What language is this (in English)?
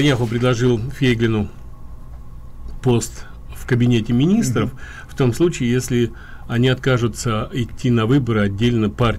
Russian